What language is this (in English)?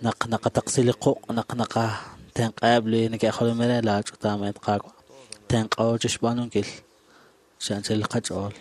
Kekchí